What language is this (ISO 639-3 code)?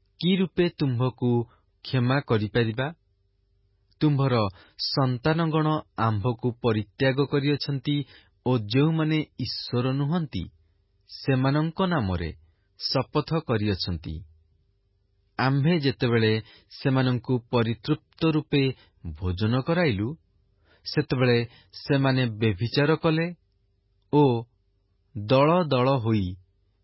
ori